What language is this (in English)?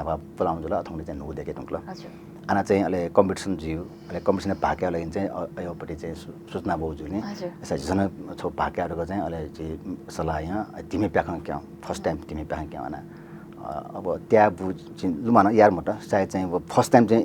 Newari